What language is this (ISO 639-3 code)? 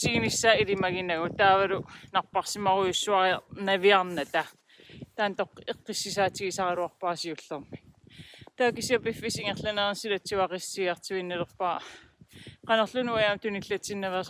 kal